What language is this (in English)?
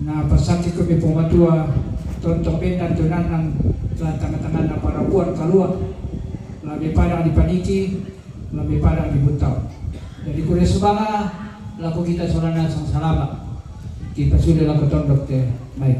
Toraja-Sa'dan